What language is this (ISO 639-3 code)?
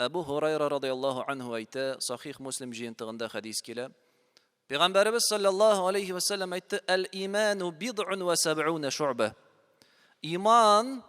tat